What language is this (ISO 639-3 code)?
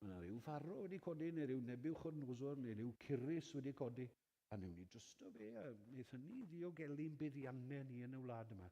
cym